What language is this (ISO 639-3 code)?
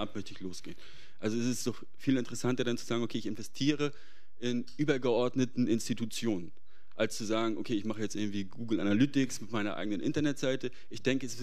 deu